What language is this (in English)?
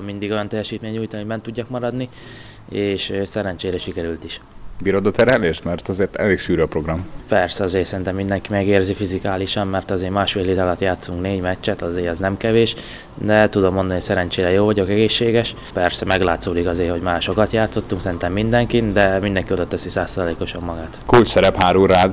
Hungarian